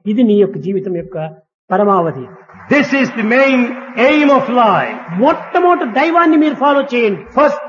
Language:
Telugu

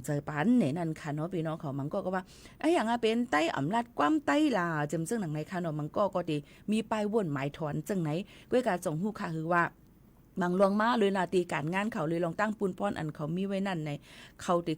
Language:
Shan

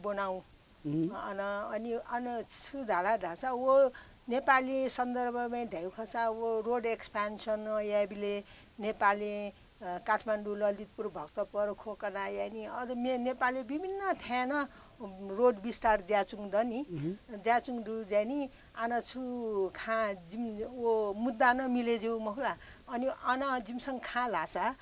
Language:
Newari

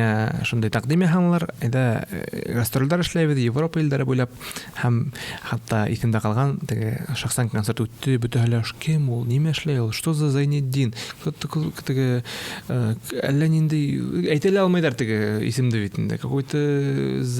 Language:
Bashkir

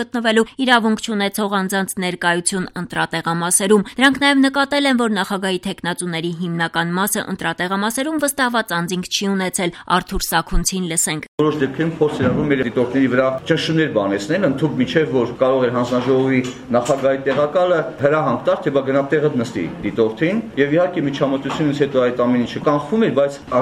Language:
Armenian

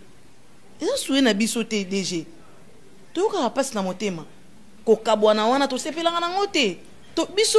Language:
Lingala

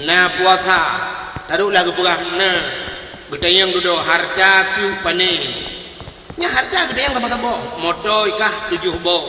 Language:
Achinese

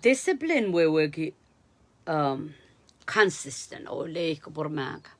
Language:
Pohnpeian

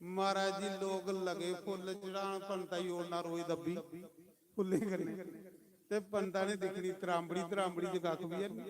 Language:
Dogri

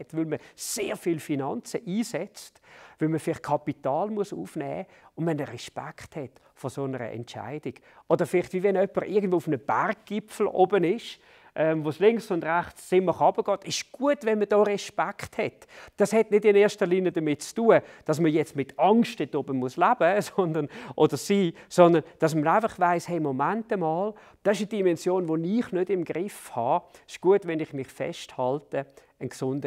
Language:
Swiss German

